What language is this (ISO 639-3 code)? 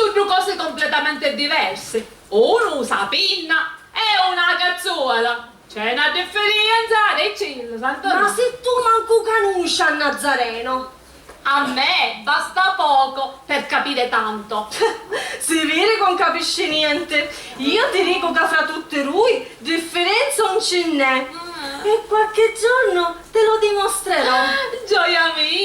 scn